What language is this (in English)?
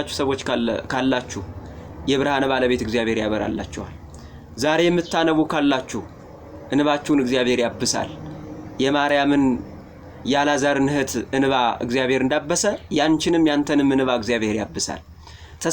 Amharic